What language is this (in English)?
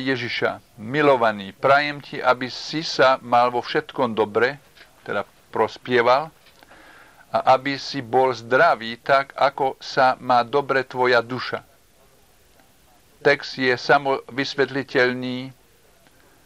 Slovak